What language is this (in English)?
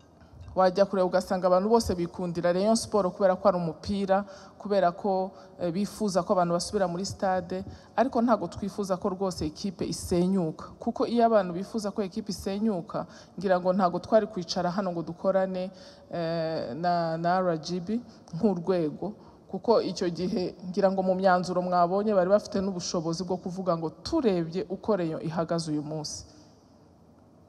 Kinyarwanda